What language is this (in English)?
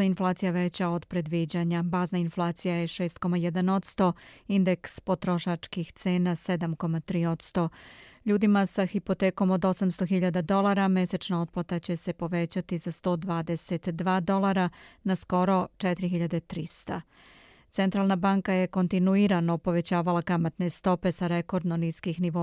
Serbian